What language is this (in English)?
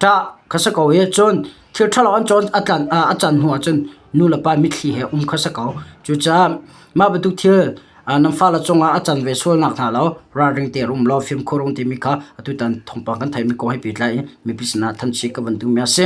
Hakha Chin